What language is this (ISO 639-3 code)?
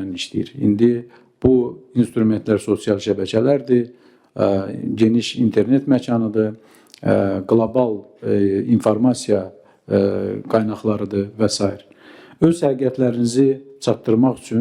aze